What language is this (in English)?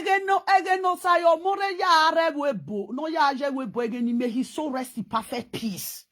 Nigerian Pidgin